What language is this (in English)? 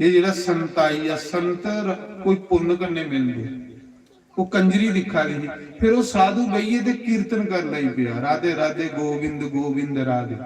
Dogri